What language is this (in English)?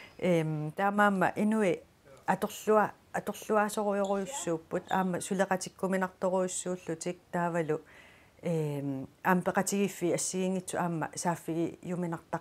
Kalaallisut